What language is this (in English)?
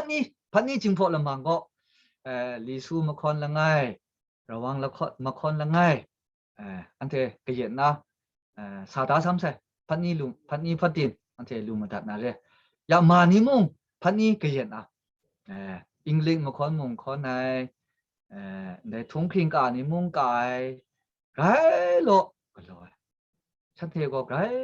Kachin